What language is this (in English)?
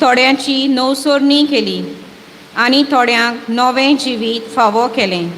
Konkani